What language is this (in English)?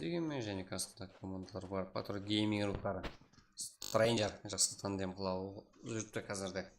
Kara-Kalpak